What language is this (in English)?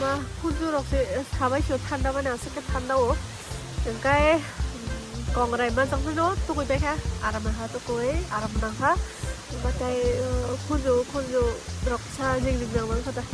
Kok Borok